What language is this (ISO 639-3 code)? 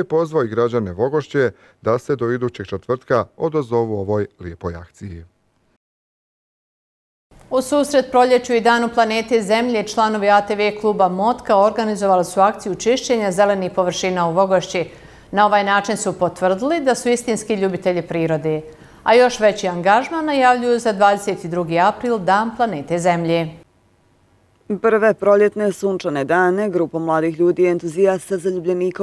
bos